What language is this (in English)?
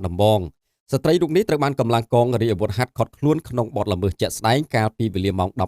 Khmer